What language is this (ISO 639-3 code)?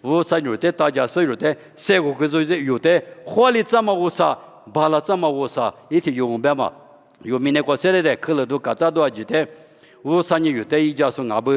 lis